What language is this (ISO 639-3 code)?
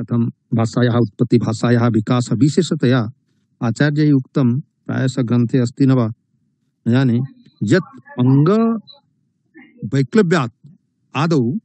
san